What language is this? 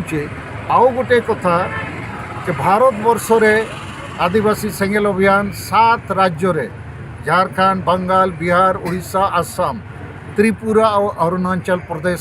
Santali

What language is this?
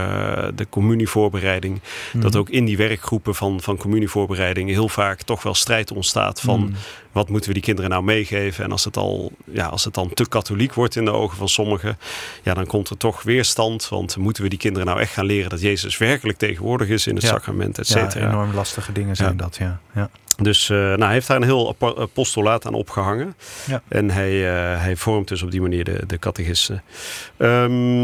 Dutch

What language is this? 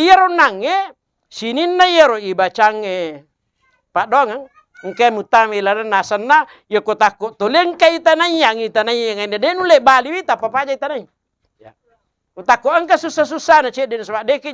Buginese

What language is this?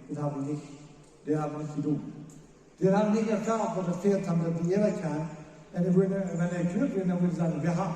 Plautdietsch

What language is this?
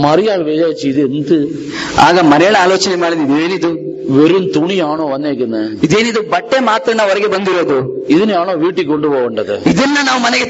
Malayalam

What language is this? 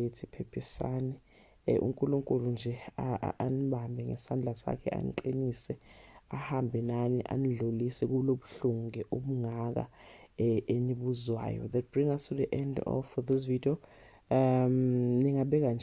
Zulu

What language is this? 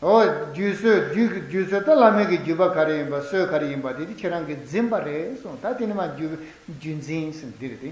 Tibetan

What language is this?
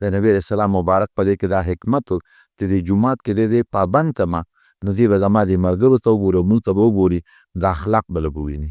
Pashto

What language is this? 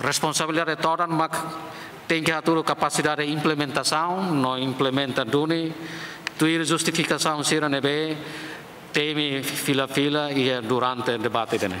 Tetum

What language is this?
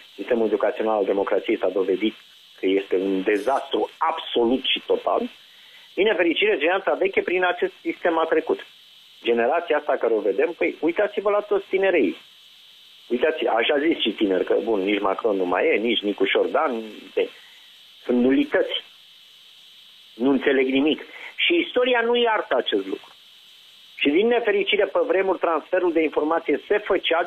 Romanian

